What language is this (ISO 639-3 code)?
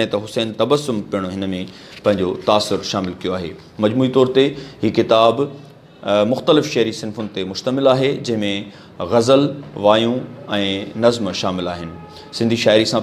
snd